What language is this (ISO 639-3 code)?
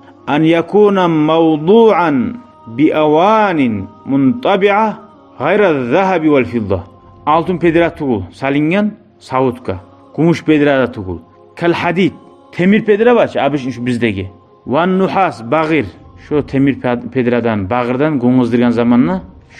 kum